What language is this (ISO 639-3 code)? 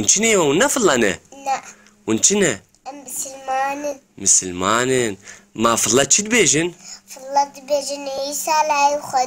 kur